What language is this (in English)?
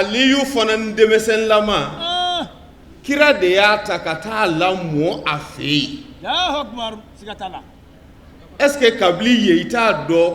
Bambara